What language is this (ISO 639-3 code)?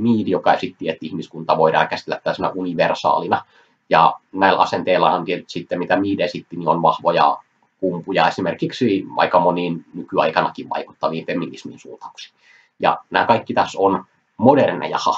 fin